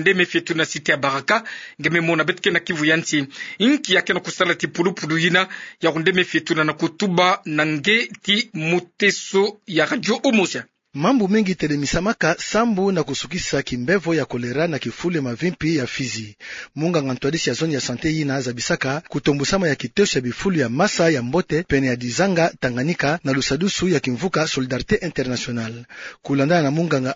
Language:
Kituba (Democratic Republic of Congo)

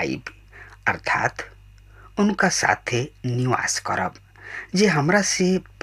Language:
Bhojpuri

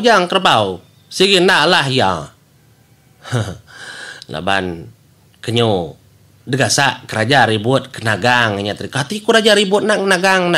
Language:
Iban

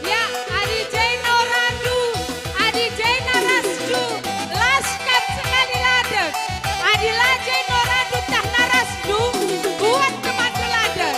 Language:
Batak Karo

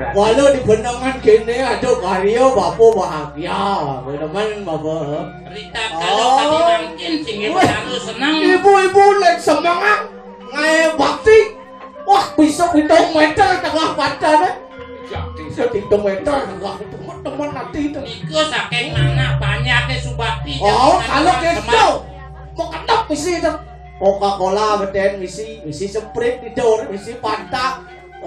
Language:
Balinese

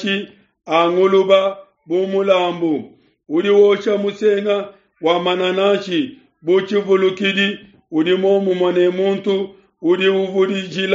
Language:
Luba-Lulua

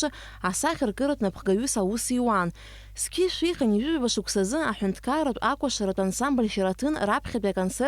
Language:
Abkhazian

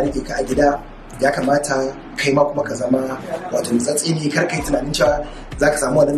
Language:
Hausa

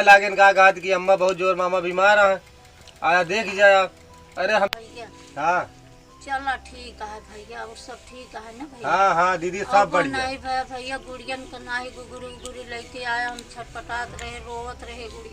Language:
Awadhi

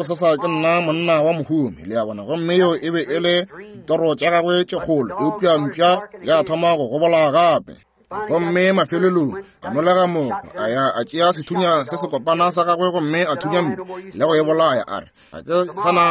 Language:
Northern Sotho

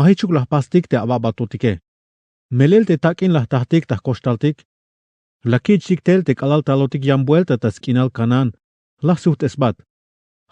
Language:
Tzeltal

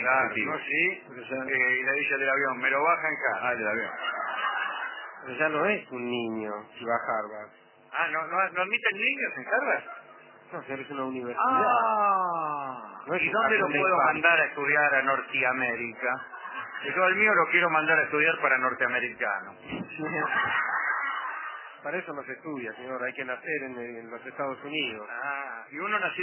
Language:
Spanish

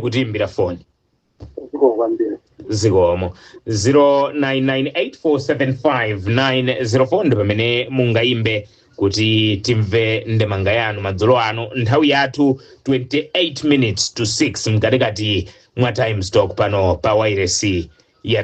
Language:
Nyanja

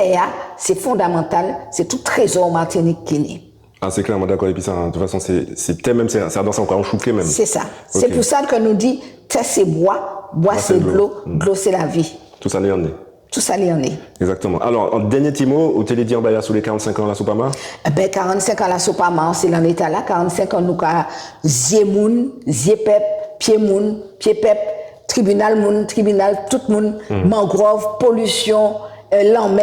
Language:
Guadeloupean Creole French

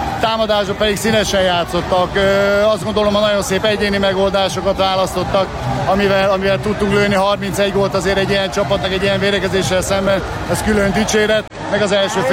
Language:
Hungarian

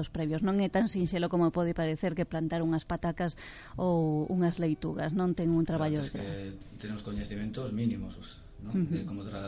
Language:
Galician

